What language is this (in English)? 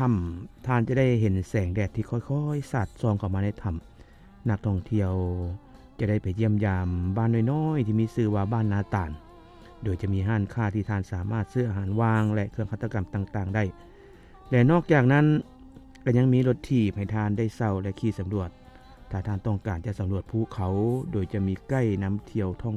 Lao